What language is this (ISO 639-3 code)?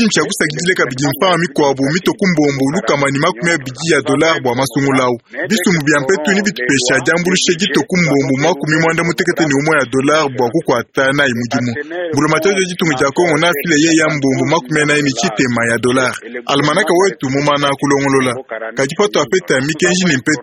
lua